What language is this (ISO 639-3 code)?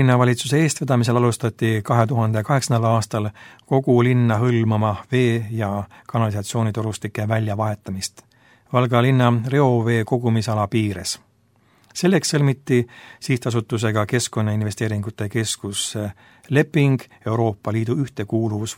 est